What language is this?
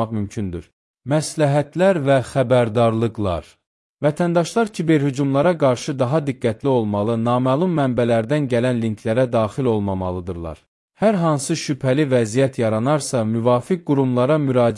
Azerbaijani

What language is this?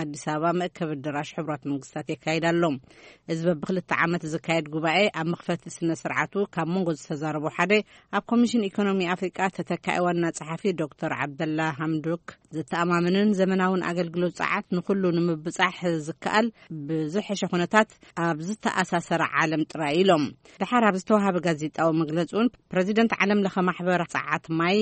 Tigrinya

